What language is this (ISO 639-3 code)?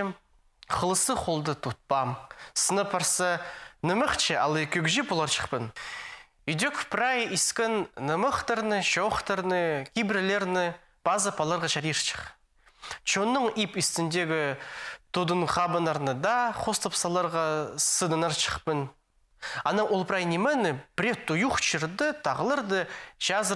kjh